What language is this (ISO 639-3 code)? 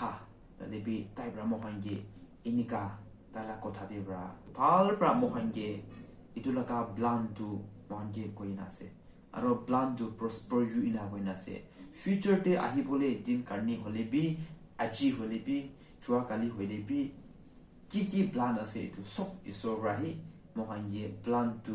nag